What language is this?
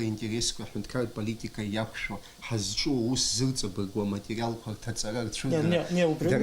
Abkhazian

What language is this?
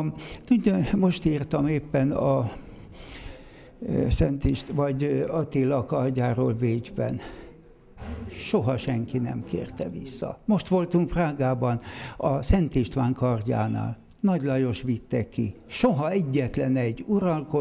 Hungarian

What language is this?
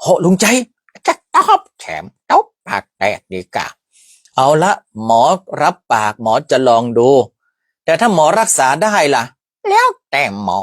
Northern Thai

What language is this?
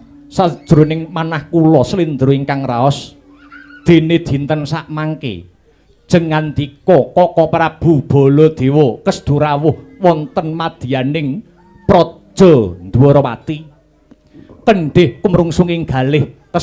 Javanese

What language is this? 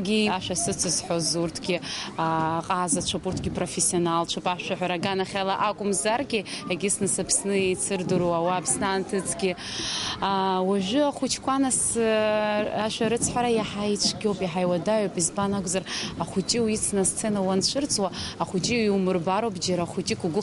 Abkhazian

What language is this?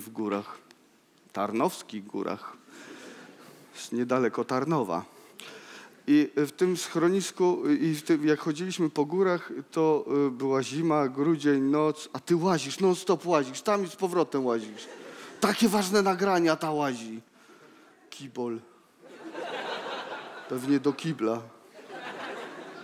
Polish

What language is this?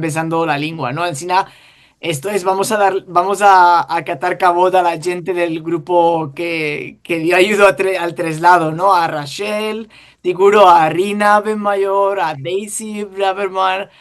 Ladino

